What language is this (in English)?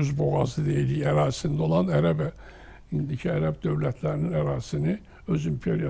Azerbaijani